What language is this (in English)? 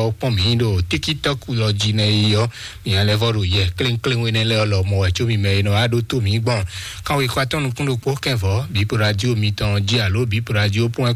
Fon